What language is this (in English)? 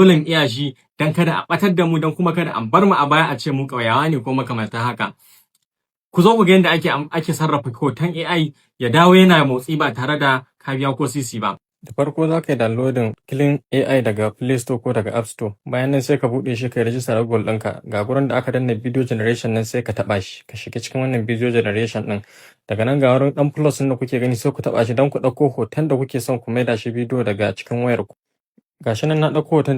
Hausa